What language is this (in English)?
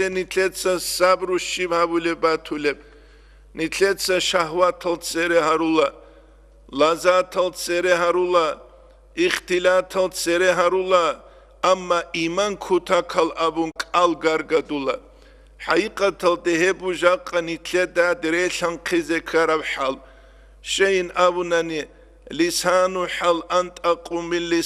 Avaric